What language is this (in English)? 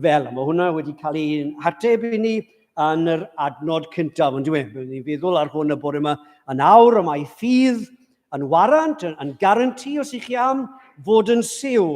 Welsh